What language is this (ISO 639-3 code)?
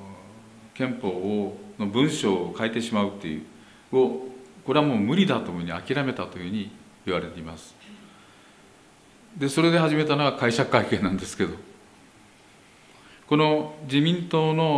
jpn